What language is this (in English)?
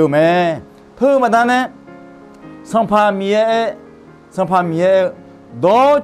Akha